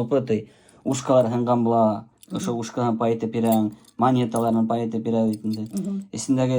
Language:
Bashkir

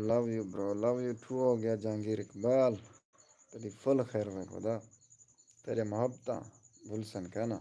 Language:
Saraiki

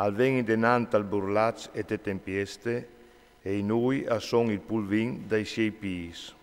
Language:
Friulian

